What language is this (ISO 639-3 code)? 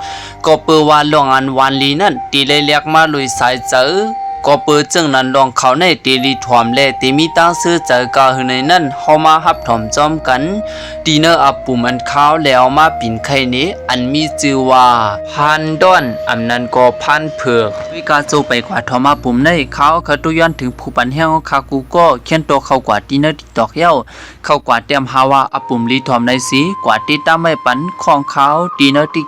shn